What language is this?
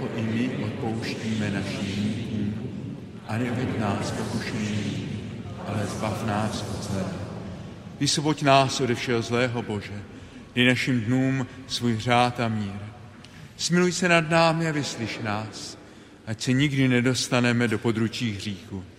Czech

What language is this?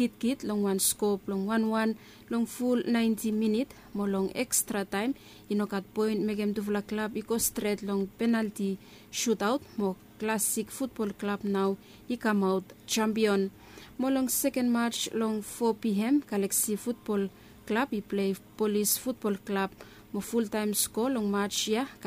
Bislama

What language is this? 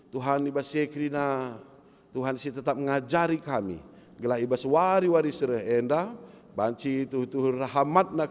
Batak Karo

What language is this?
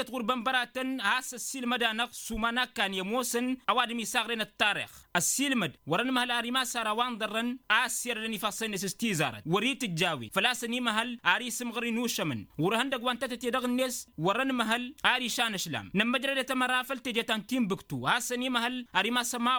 Tamasheq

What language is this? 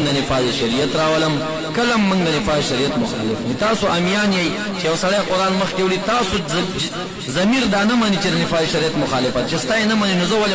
Pashto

